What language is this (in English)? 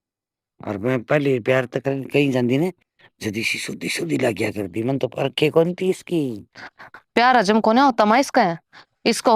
Haryanvi